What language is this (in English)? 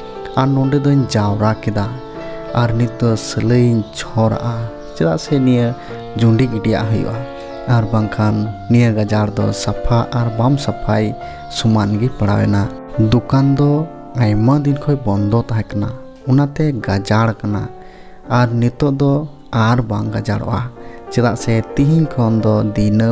Santali